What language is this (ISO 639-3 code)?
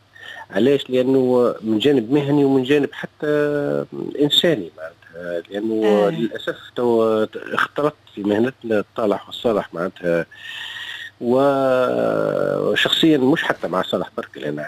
aeb